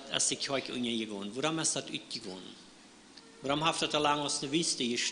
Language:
Plautdietsch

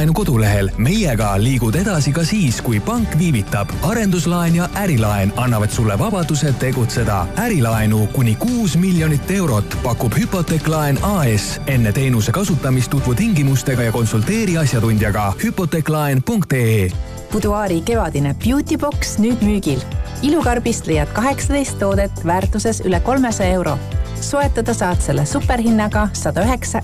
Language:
Estonian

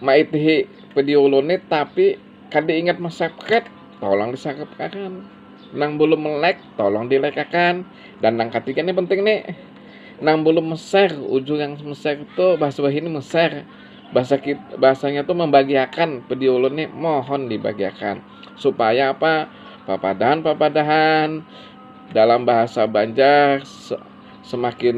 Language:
Banjar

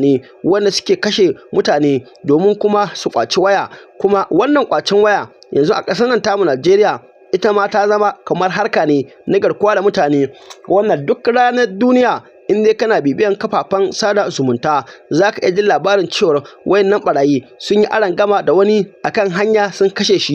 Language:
Hausa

